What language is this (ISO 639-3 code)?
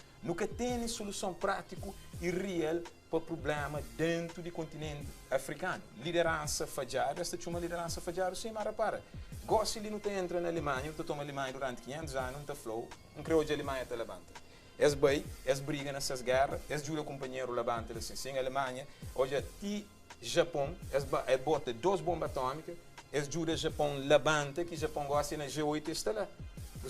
kea